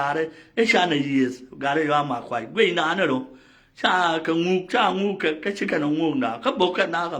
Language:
Nuer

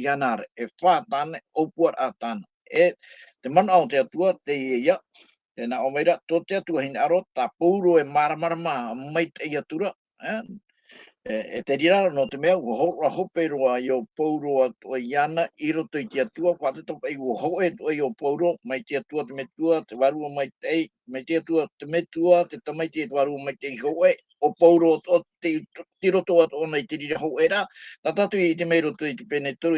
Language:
Tahitian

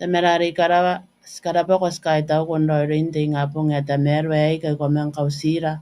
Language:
Gilbertese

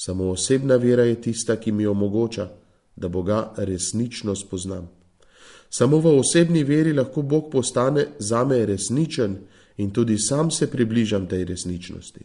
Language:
Slovenian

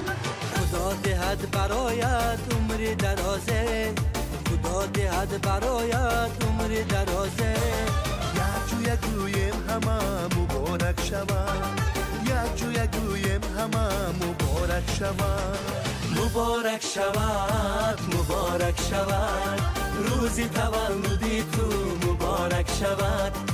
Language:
Tajik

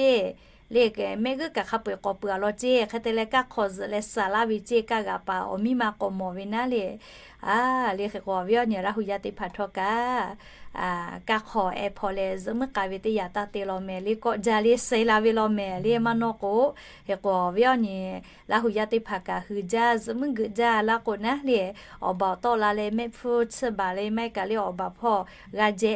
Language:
Lahu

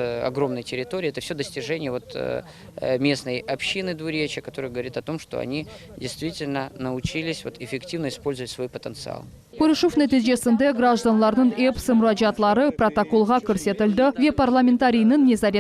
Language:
Crimean Tatar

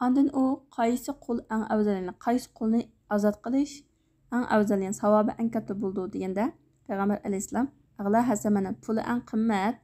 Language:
Uyghur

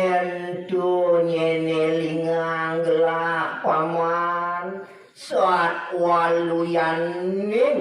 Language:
Balinese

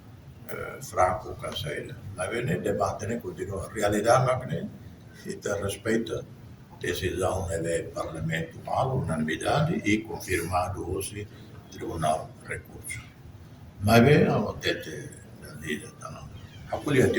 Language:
Tetum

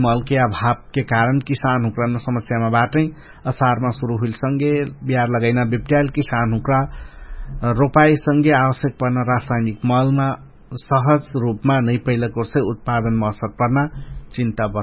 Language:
Dangaura Tharu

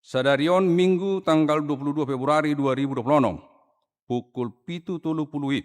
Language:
Batak Toba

